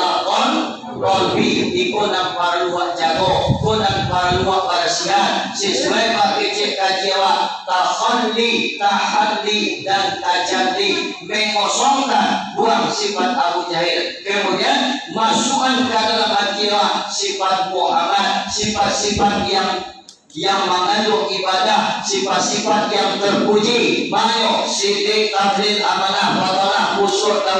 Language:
Minangkabau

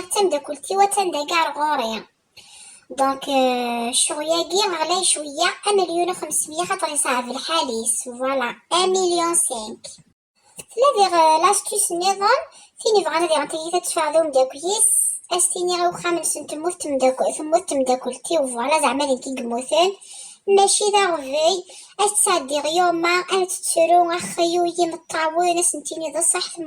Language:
Kabyle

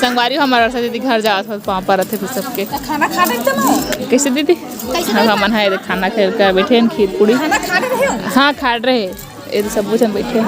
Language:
Chhattisgarhi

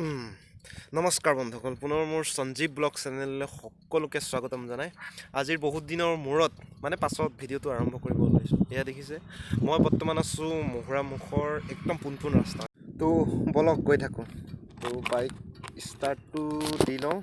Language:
Assamese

